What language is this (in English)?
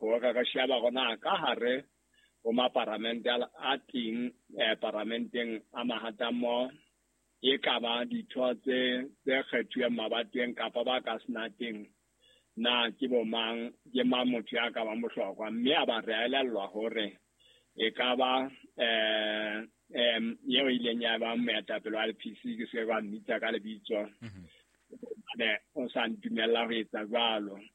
Southern Sotho